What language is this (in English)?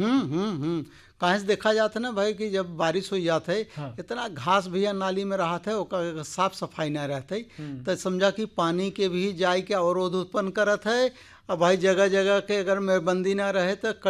Bhojpuri